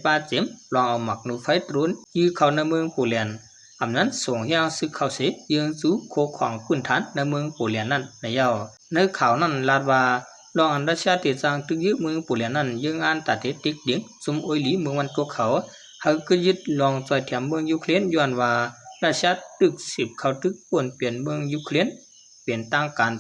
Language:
Shan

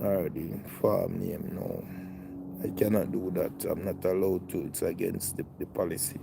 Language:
Jamaican Creole English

